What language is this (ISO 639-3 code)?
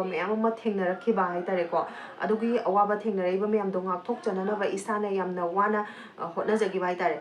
mni